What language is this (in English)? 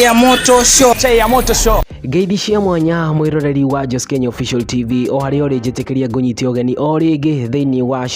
Kikuyu